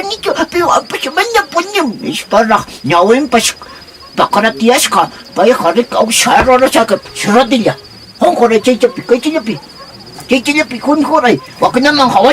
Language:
Quechua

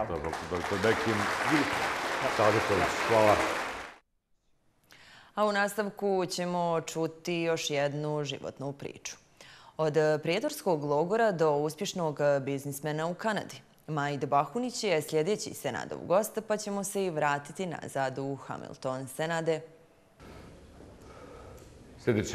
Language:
Bosnian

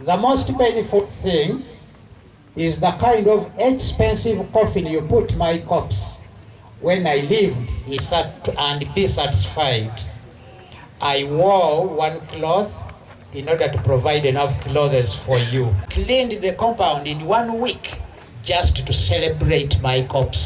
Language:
Ganda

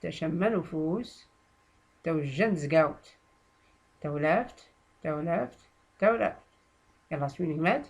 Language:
Tachelhit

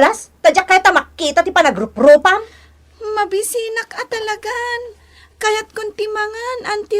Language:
Iloko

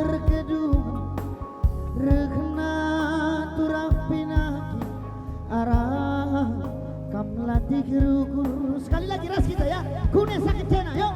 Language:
Batak Karo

